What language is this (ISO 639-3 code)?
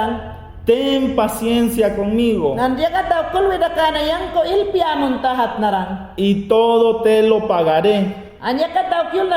yan